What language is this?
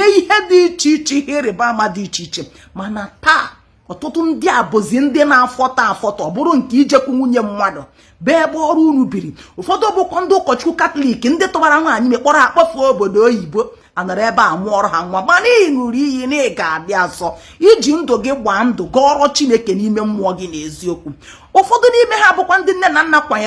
Igbo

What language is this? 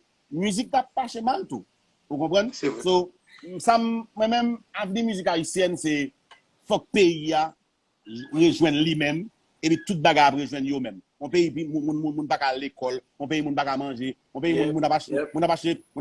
Haitian Creole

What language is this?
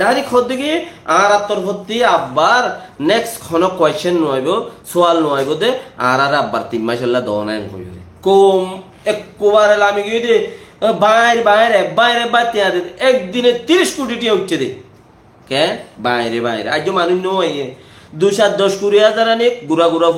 Rohingya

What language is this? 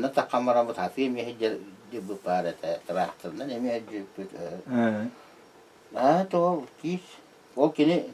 Yakut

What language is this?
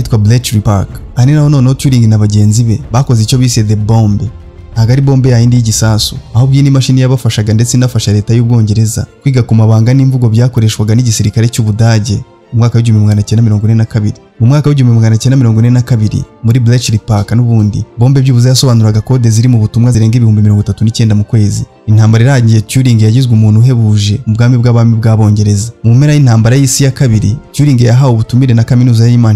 Kinyarwanda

